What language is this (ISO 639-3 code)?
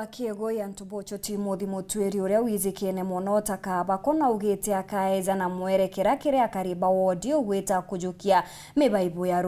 mer